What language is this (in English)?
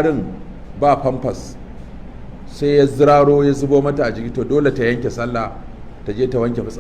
Hausa